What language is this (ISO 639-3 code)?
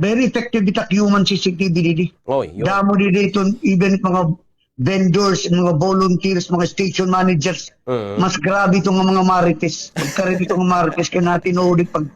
war